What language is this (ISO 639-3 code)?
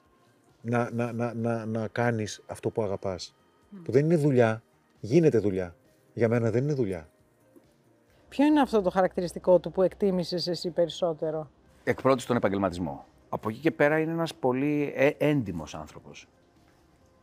ell